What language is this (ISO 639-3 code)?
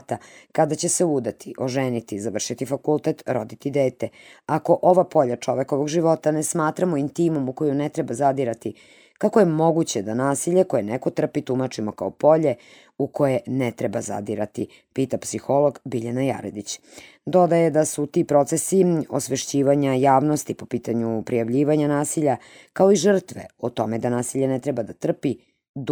srp